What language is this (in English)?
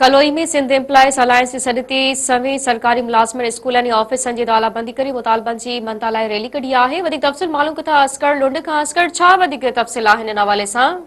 Sindhi